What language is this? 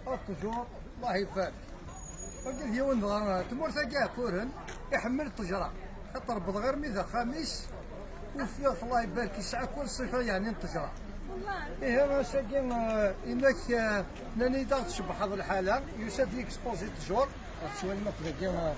Kabyle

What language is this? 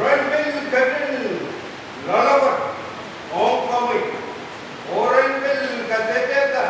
Pohnpeian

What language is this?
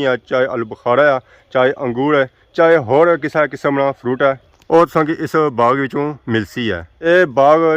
Pahari-Potwari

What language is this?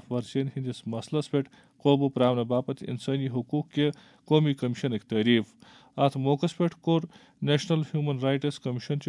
Kashmiri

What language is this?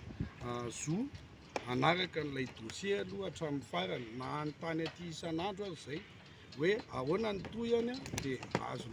Malagasy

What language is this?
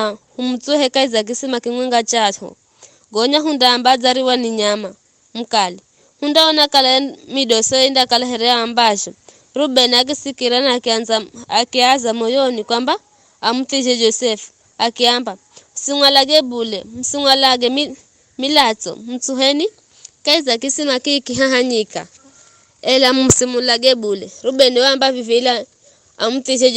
Giryama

